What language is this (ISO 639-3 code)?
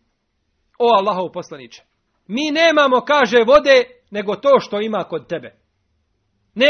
bos